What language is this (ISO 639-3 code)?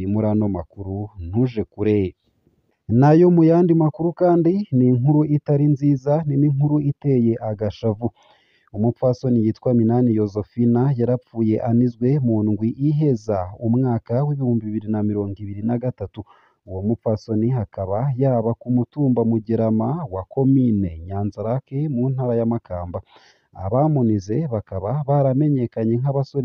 run